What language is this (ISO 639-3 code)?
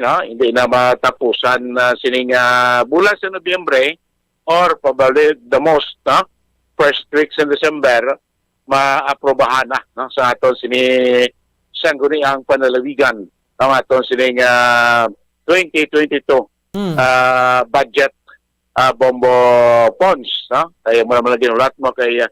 hil